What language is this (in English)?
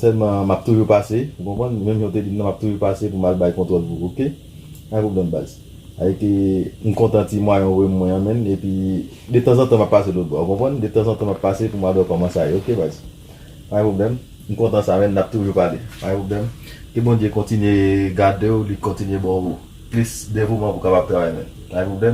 Haitian Creole